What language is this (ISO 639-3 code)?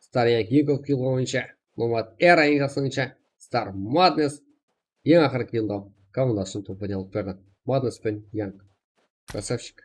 kaa